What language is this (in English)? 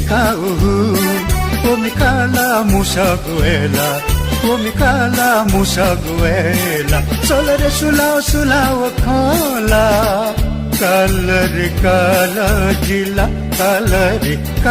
Newari